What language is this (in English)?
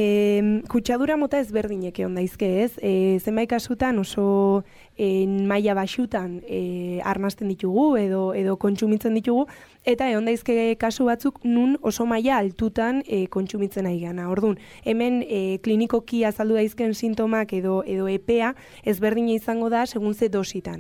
Basque